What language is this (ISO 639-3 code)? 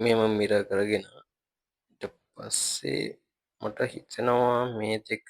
sin